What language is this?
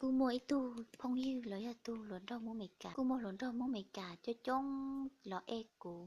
Hmong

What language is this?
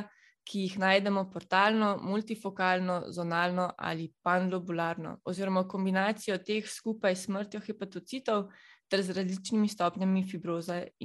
Slovenian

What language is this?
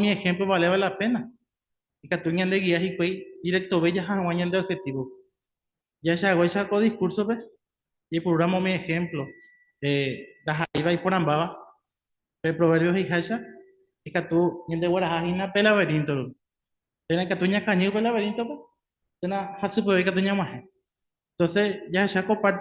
Guarani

